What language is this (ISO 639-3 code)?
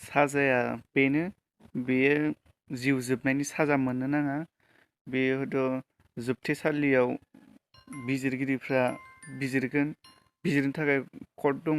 brx